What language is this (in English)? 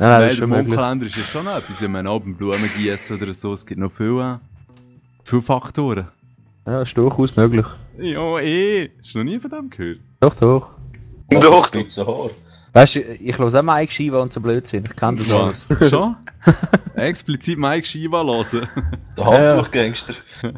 Swiss German